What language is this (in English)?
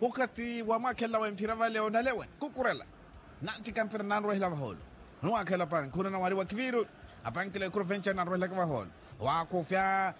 Makhuwa